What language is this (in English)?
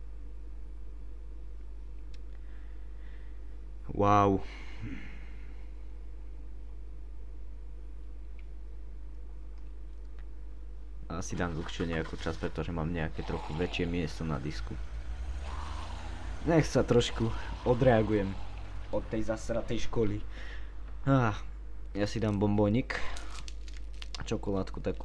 Slovak